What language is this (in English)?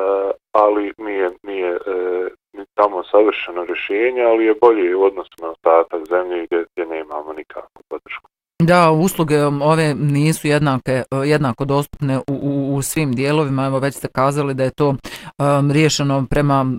Bosnian